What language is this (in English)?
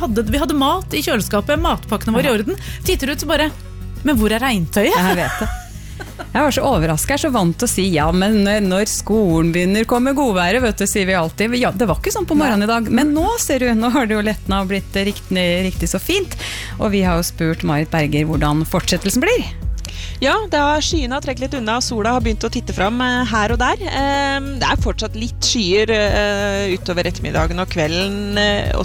Norwegian